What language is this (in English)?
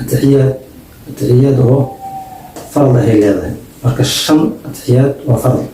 Somali